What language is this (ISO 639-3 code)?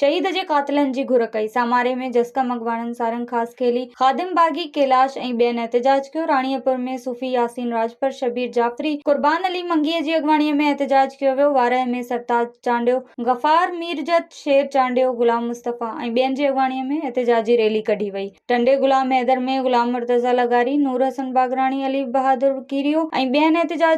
snd